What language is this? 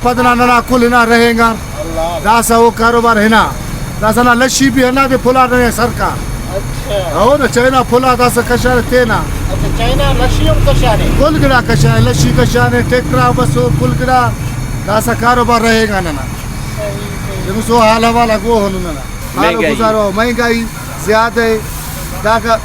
Brahui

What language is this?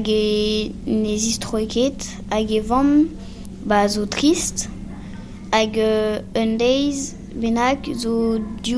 Breton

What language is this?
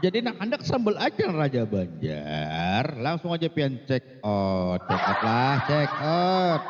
Banjar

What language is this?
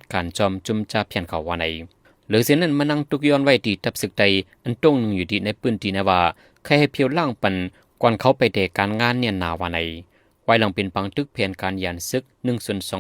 Shan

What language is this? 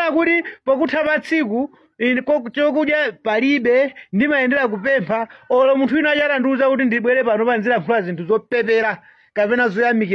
Nyanja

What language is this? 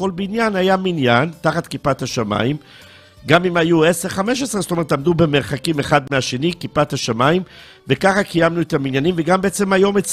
Hebrew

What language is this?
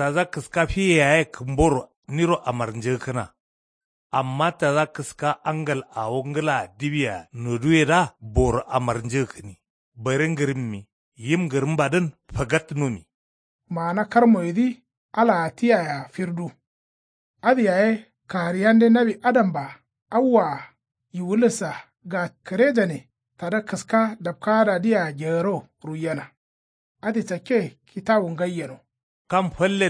Kanuri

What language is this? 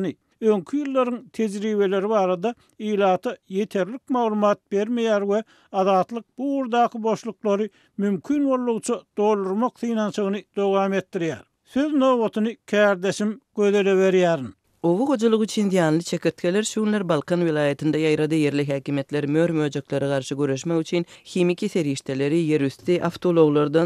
Turkmen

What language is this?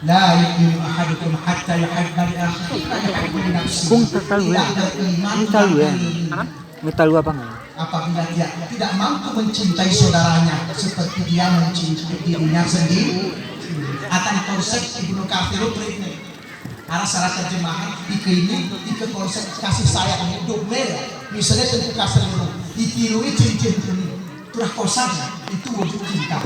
Gayo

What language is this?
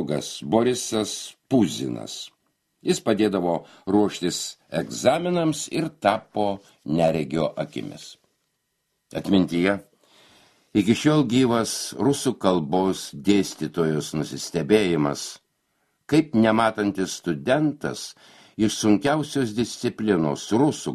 Lithuanian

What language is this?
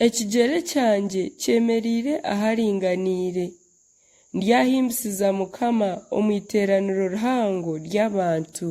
Nyankole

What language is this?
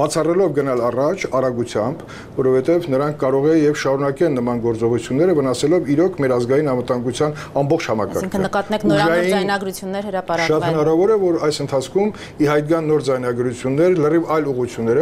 Armenian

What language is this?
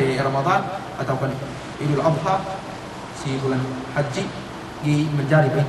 Yakan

